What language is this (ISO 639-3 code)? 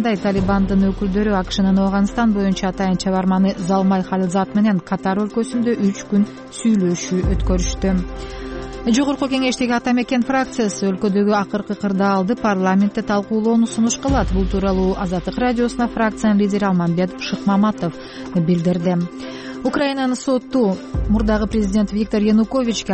kir